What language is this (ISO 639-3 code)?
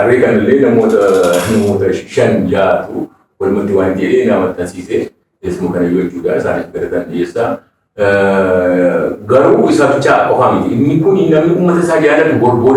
orm